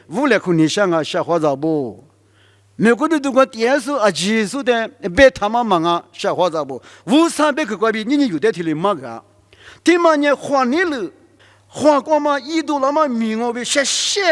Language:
Lisu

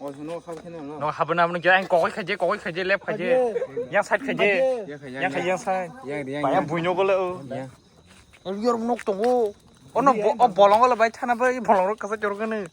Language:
Kok Borok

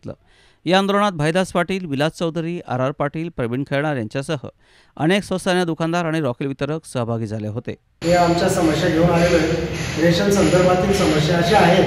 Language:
Marathi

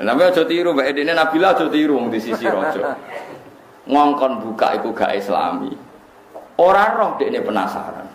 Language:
Javanese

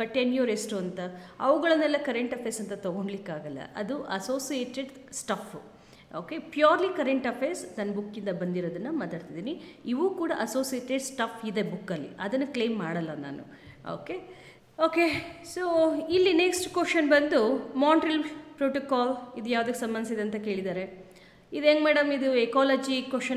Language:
Kannada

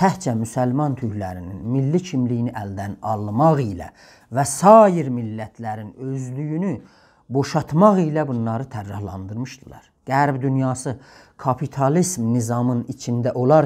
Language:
South Azerbaijani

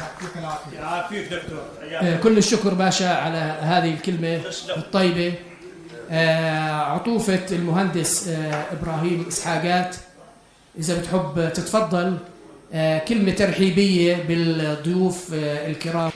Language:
North Levantine Arabic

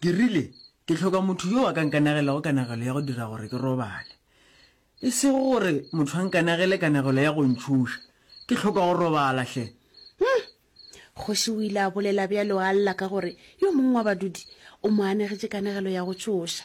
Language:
Northern Sotho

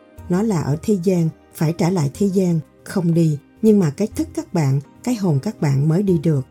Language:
Vietnamese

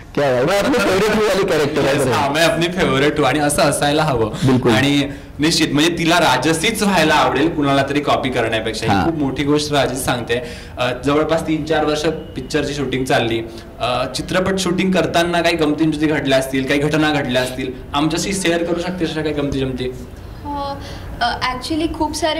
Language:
Marathi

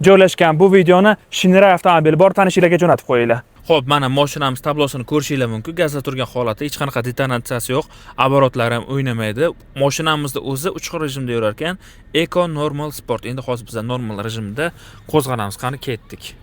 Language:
Uzbek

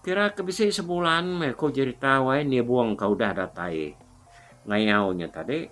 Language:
Iban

